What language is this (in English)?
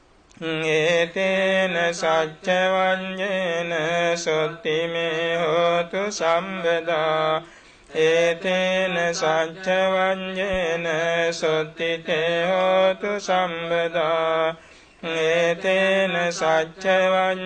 Pali